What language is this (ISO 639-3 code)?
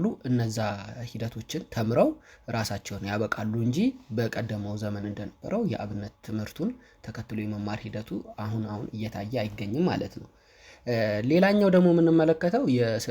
amh